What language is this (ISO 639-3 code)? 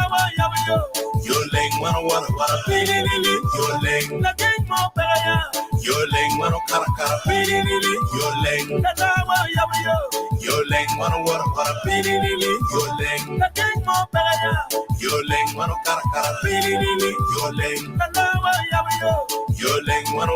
ach